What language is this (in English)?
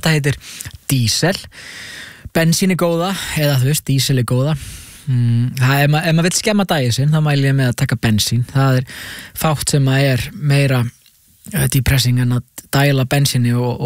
Icelandic